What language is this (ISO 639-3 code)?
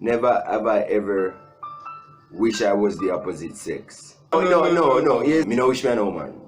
jam